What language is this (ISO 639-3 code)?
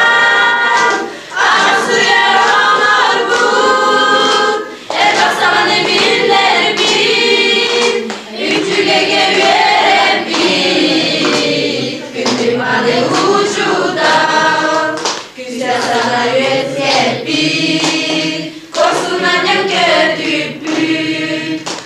sah